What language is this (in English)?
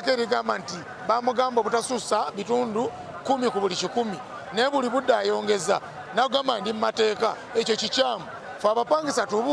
Ganda